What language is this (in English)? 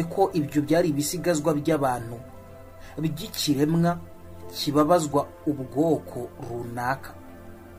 Kinyarwanda